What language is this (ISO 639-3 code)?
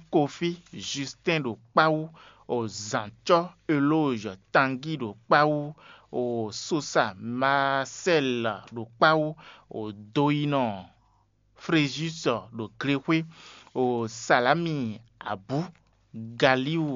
fon